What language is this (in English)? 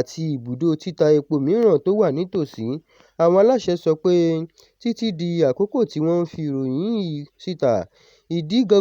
Yoruba